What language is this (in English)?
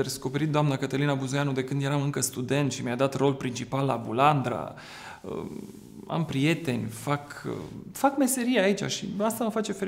Romanian